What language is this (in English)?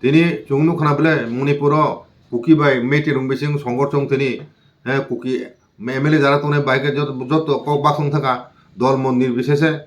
Kok Borok